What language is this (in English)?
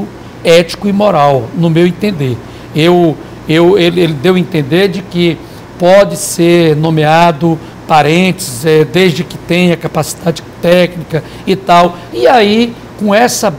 Portuguese